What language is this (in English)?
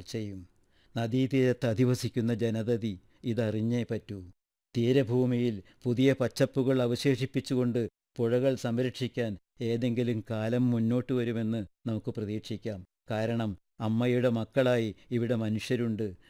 Malayalam